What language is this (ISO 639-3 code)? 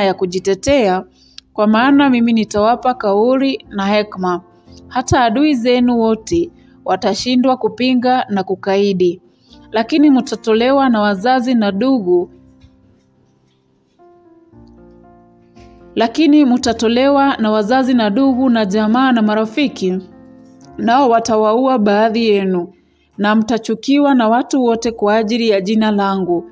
swa